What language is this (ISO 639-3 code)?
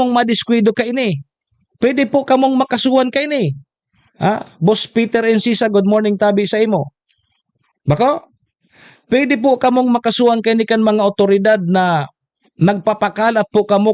bik